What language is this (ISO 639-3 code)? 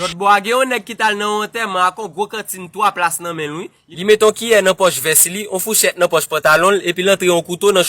hat